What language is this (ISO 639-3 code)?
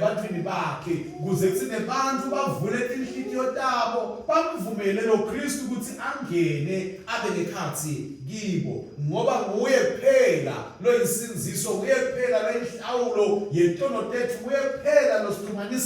ssw